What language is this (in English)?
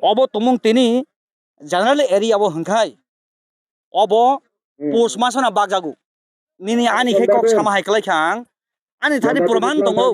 Kok Borok